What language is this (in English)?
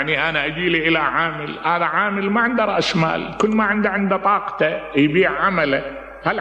Mesopotamian Arabic